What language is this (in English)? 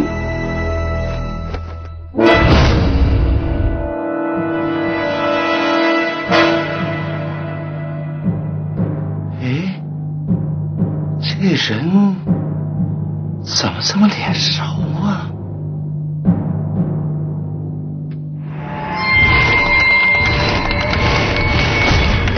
Chinese